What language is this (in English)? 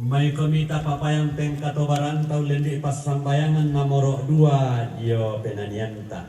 Toraja-Sa'dan